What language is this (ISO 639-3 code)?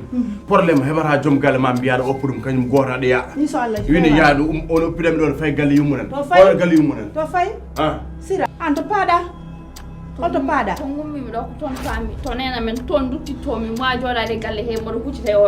ful